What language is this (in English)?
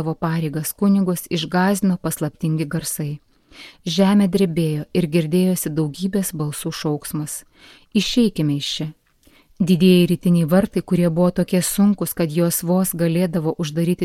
Lithuanian